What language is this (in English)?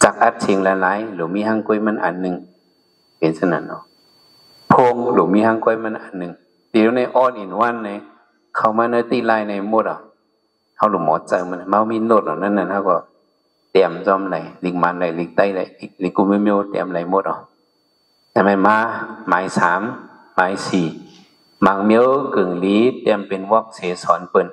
Shan